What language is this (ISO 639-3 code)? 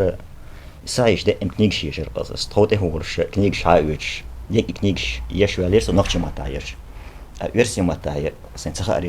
che